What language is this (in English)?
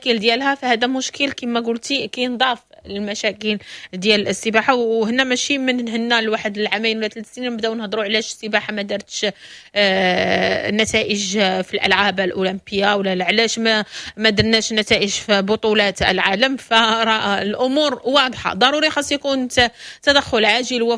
Moroccan Arabic